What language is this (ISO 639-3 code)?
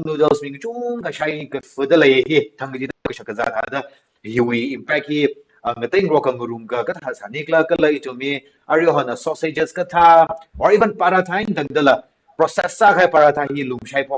nmf